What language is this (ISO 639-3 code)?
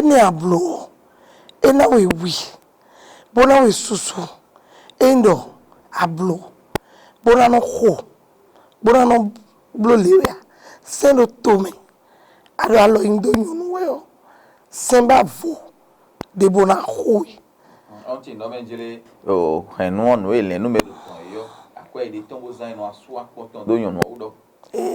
fon